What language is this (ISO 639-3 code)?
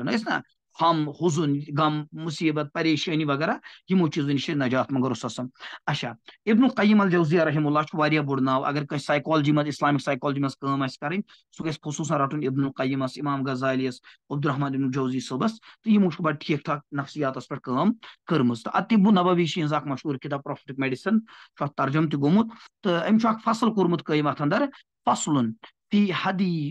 kas